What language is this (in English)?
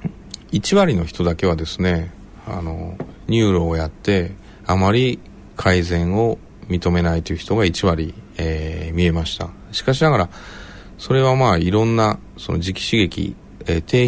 Japanese